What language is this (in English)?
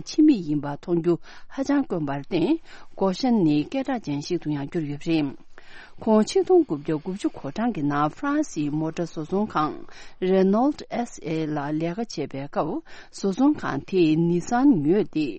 Tibetan